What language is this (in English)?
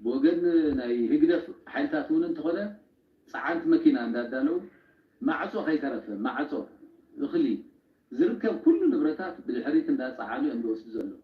Tigrinya